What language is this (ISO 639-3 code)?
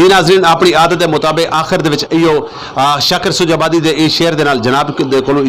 skr